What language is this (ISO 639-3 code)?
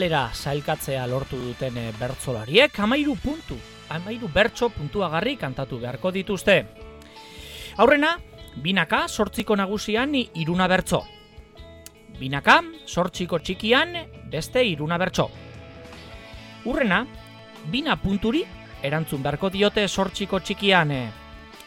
eus